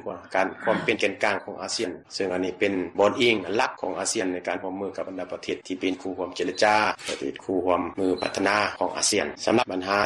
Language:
Lao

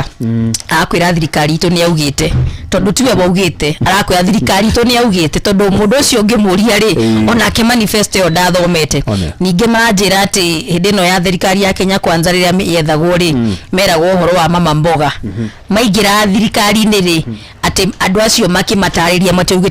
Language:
Kikuyu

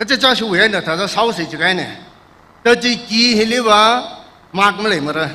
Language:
Tangkhul Naga (India)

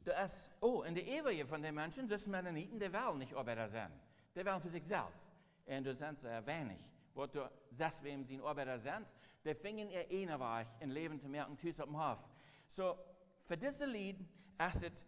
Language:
Plautdietsch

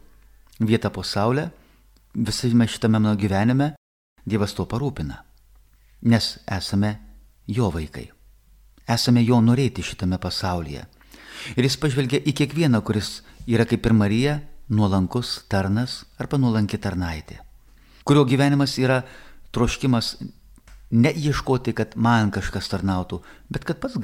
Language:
Lithuanian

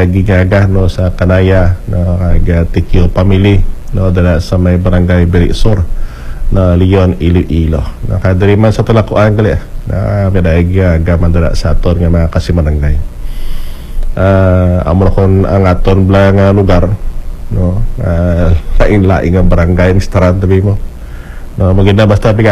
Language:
Hiligaynon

